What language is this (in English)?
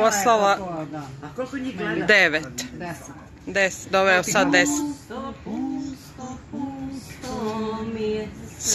Croatian